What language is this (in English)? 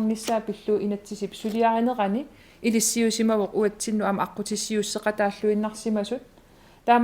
Kalaallisut